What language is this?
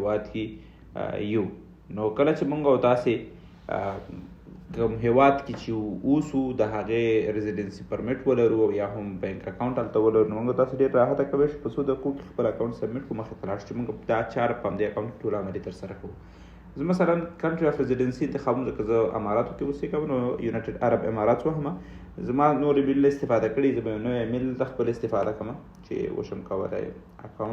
Pashto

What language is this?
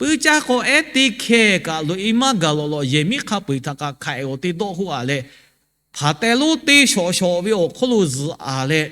Lahu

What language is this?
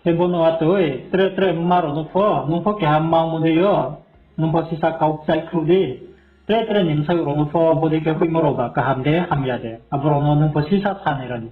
Riang (India)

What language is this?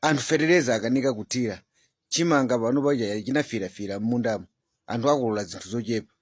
Nyanja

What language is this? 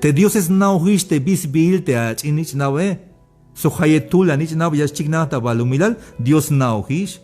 Tzeltal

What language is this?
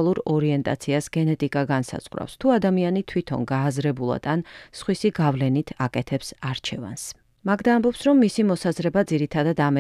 Georgian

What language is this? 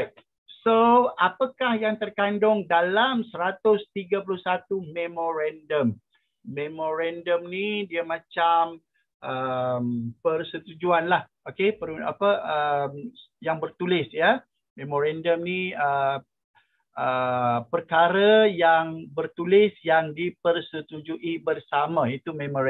Malay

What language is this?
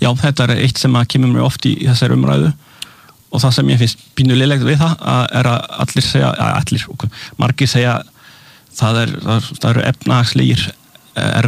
Icelandic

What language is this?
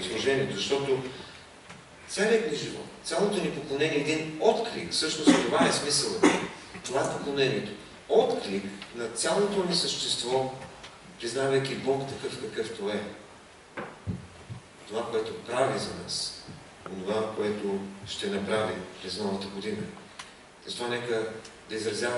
Bulgarian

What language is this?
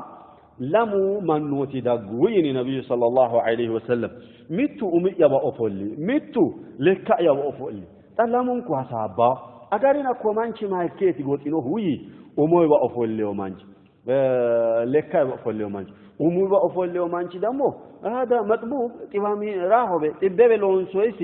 Sidamo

